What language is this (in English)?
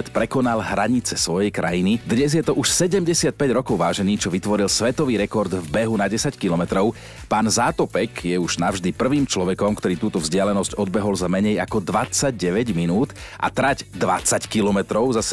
Slovak